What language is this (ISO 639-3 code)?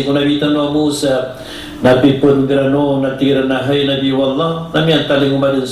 mrw